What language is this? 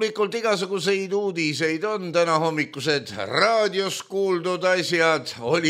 Estonian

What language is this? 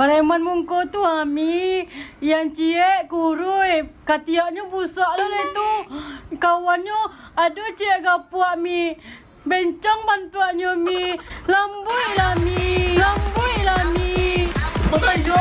Minangkabau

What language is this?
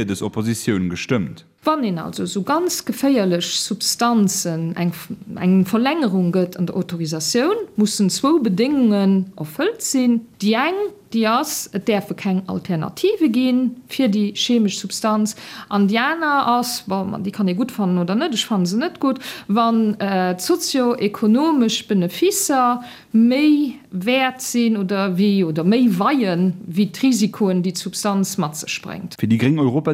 Luxembourgish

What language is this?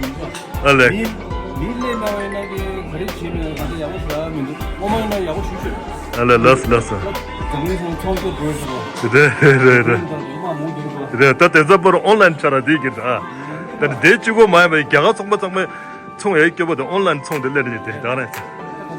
Tibetan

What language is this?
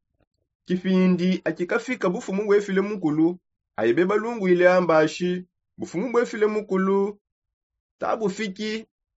Songe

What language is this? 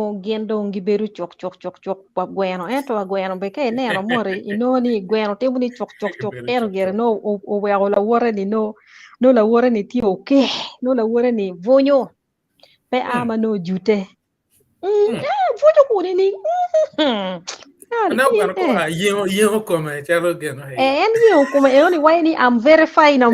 Acoli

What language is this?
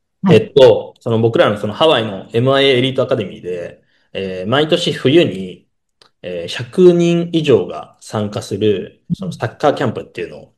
Japanese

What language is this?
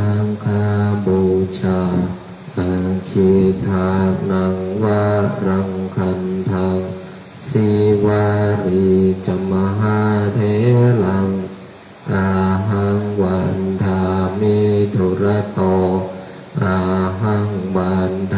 Pali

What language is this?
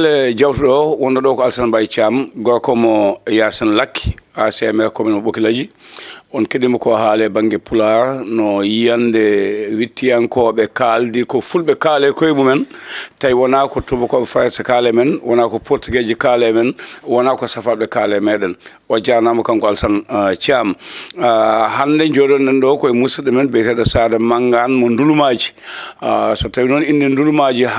Fula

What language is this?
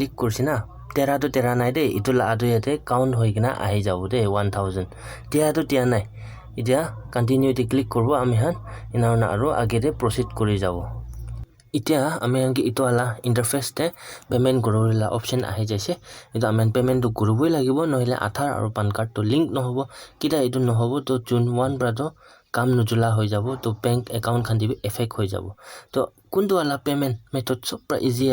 Naga Pidgin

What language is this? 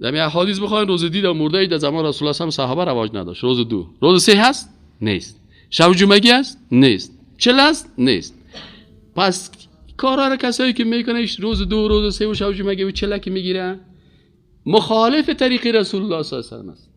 Persian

